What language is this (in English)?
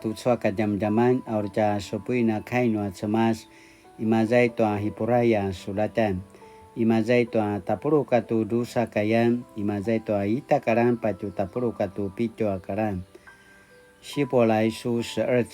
Paiwan